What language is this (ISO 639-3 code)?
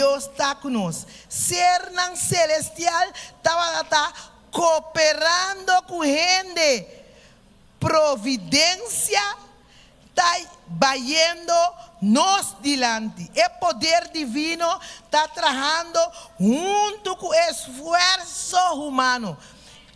pap